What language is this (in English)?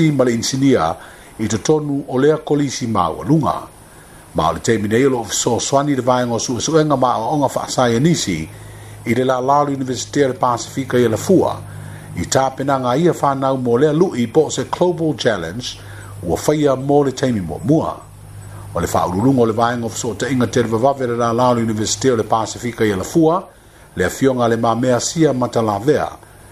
Samoan